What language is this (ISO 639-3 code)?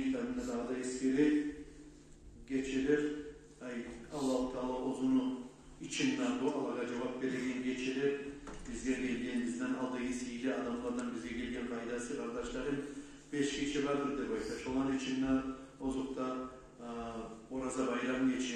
kum